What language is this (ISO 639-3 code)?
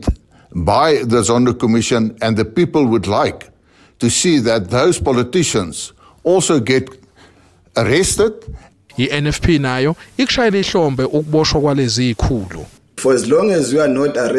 zul